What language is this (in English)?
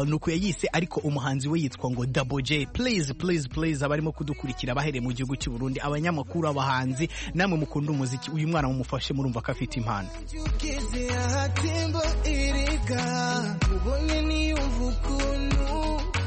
Kinyarwanda